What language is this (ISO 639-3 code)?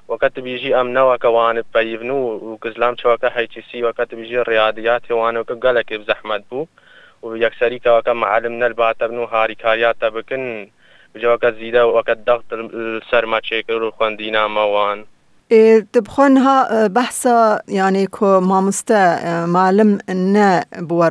kur